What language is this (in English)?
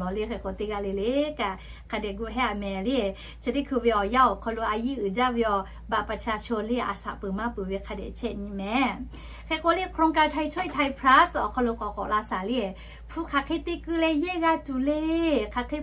Lahu